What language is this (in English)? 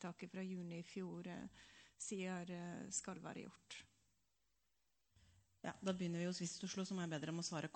Norwegian